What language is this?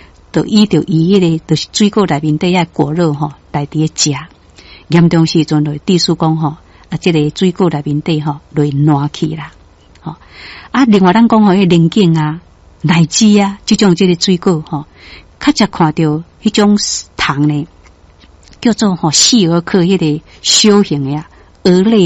Min Nan Chinese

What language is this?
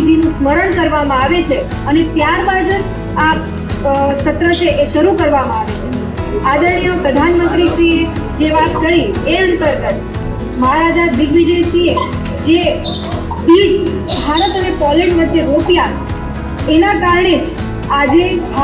Gujarati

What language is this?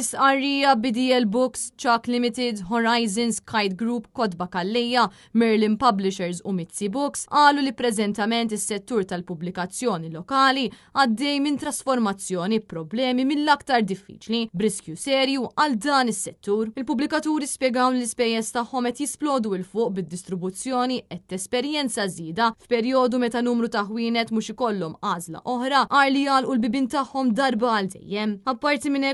Maltese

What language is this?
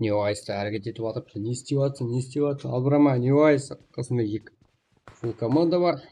Kara-Kalpak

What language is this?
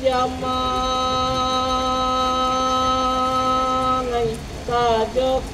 Minangkabau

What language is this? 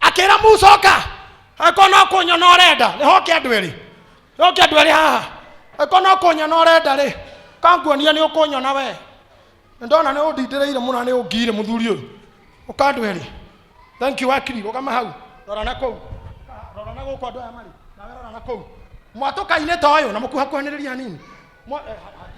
Kikuyu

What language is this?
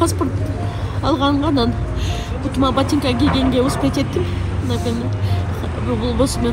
Kyrgyz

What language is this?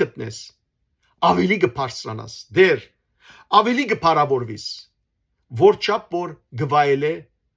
Western Armenian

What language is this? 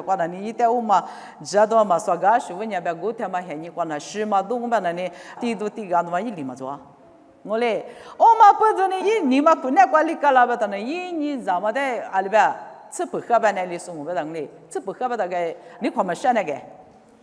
Lisu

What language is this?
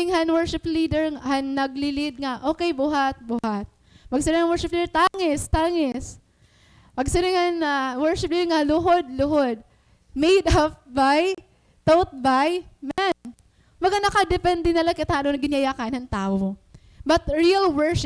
Waray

